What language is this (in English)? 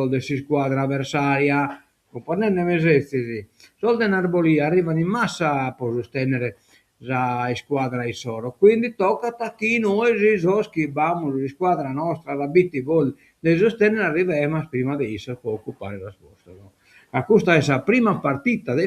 Sardinian